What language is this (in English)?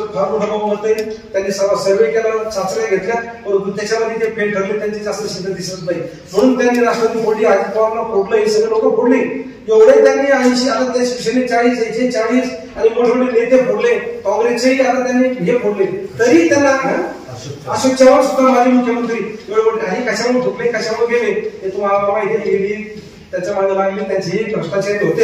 Marathi